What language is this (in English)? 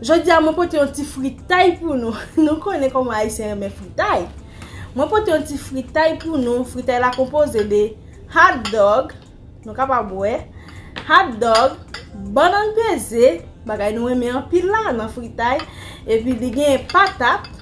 Haitian Creole